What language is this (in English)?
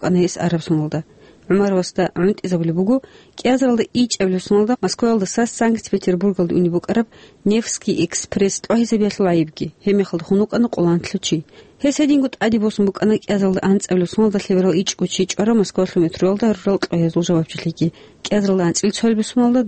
Avaric